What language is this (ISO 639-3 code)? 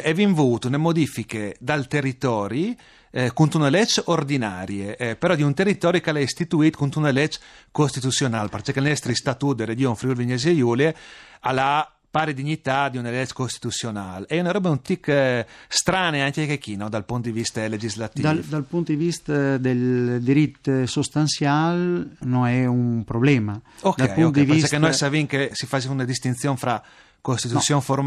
fur